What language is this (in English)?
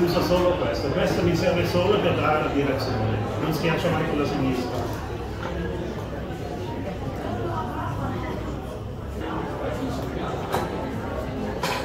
Italian